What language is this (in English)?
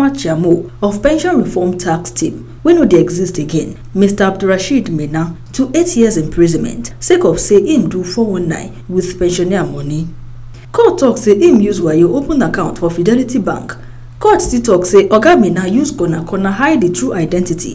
Nigerian Pidgin